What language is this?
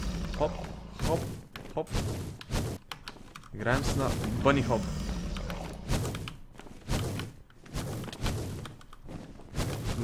Bulgarian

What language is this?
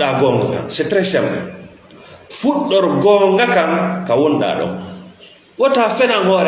Fula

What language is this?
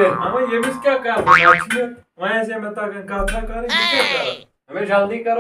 Kashmiri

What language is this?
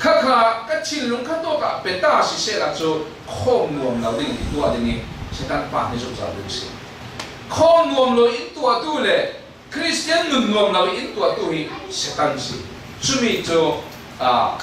Falam Chin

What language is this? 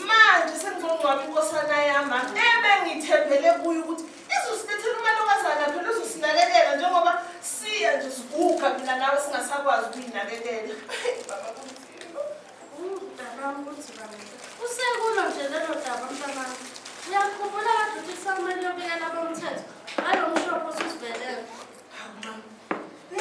Zulu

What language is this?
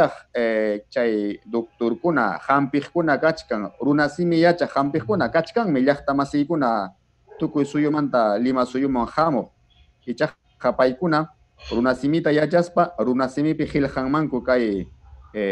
Ayacucho Quechua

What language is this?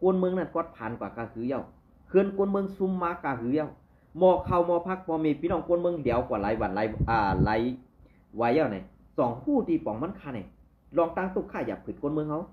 Shan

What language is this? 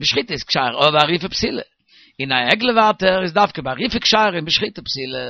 Yiddish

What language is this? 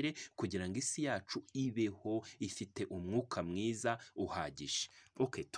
Kinyarwanda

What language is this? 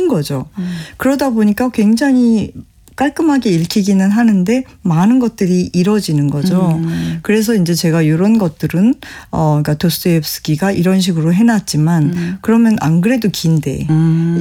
Korean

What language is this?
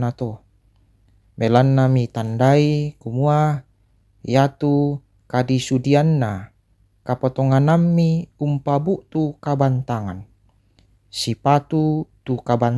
Toraja-Sa'dan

